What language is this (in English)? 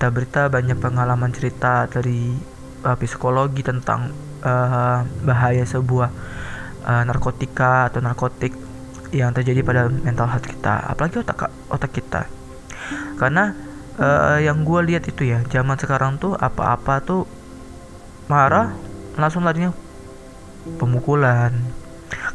Indonesian